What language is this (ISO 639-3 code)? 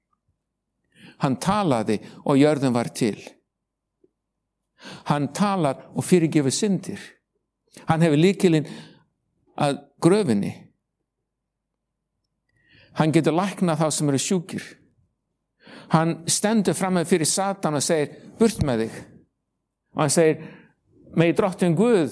isl